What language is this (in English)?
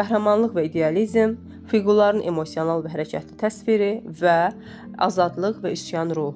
Azerbaijani